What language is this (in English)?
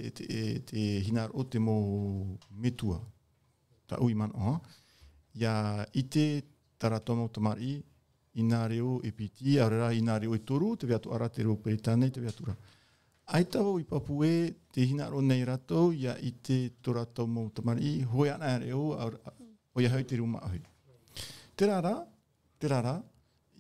Tahitian